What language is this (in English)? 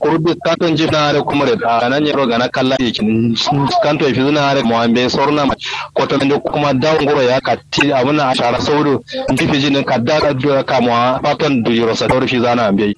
Kanuri